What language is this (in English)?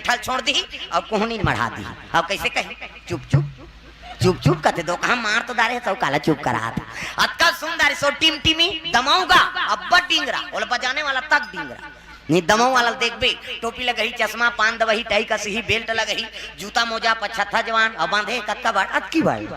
Chhattisgarhi